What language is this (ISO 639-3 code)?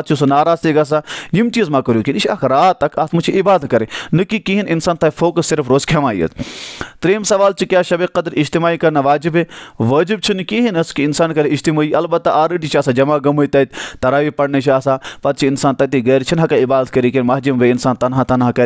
kas